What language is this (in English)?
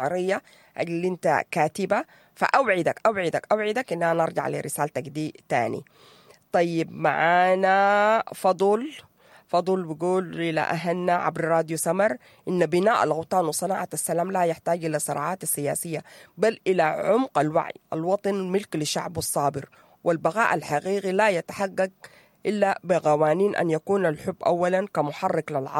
Sudanese Arabic